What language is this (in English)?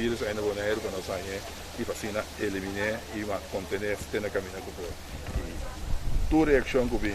Papiamento